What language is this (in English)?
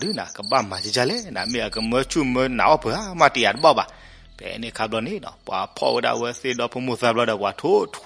S'gaw Karen